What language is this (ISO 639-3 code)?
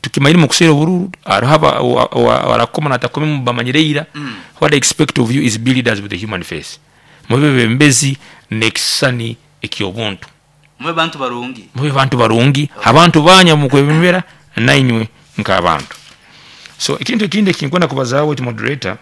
nyn